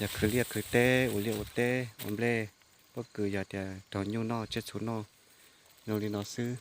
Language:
Hmong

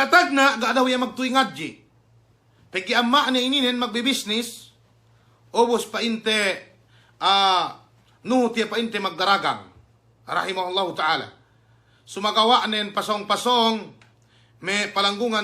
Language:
Yakan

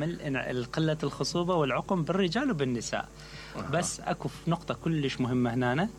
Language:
Mesopotamian Arabic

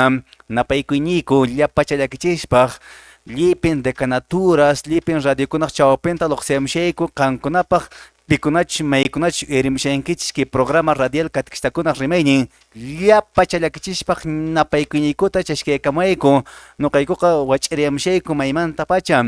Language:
Quechua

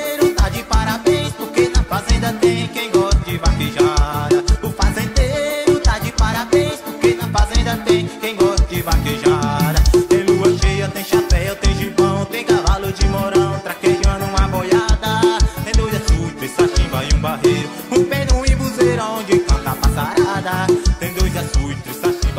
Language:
Portuguese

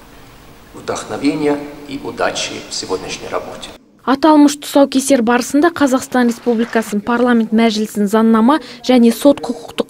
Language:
Kazakh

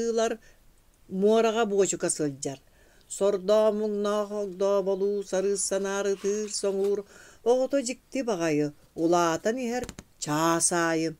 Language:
Yakut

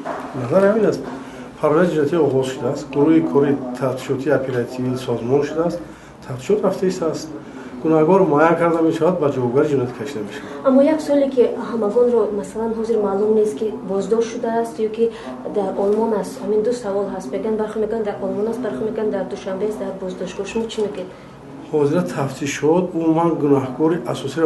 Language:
Tajik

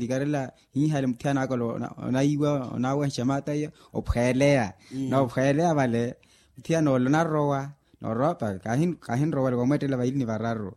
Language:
Makhuwa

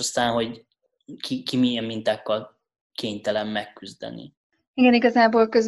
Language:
Hungarian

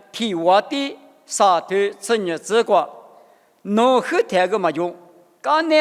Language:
Lisu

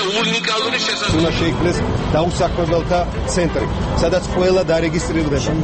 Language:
Georgian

